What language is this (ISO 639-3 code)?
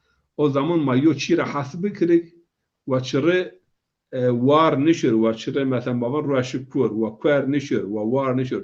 zza